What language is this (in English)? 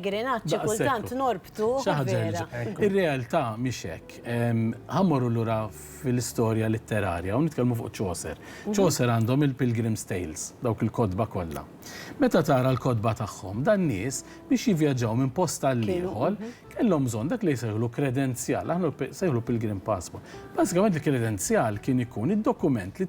Maltese